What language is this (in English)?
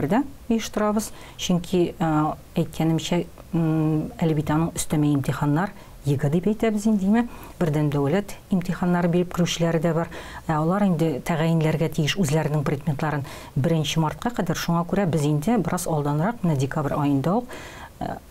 Tatar